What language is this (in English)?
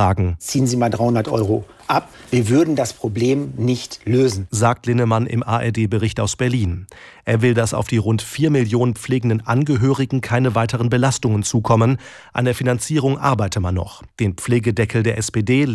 German